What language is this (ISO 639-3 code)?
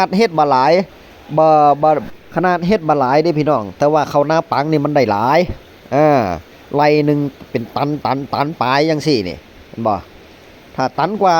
tts